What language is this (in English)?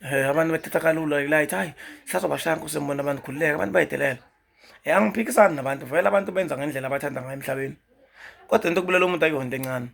Zulu